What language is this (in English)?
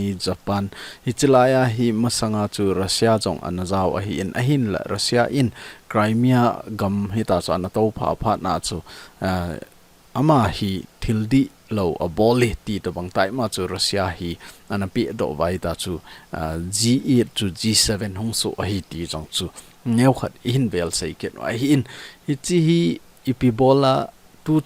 Thado Chin